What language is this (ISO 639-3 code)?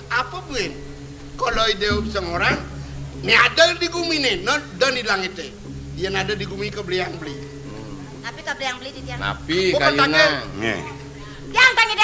ban